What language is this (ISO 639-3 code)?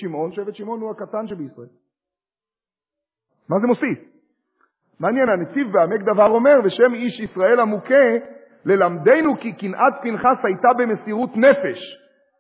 heb